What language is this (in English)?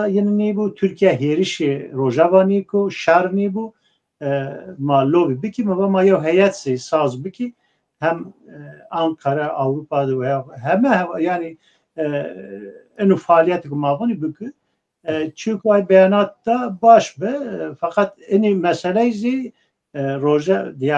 Zaza